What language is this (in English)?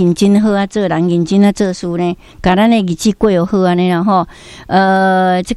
Min Nan Chinese